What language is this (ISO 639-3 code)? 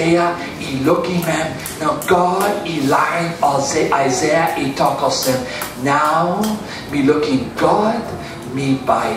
tpi